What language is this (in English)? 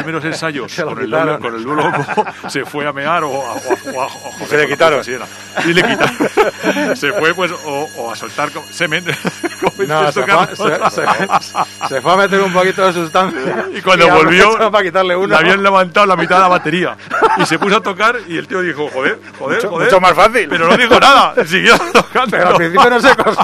Spanish